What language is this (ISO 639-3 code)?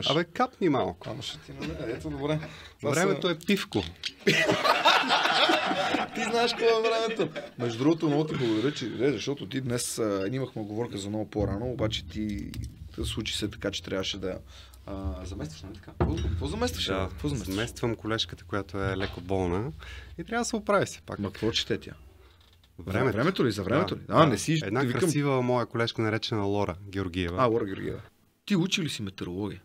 bul